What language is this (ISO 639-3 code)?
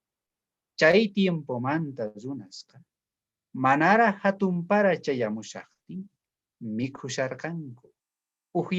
quh